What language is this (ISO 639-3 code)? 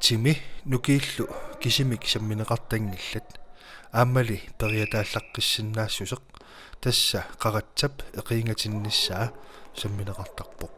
kal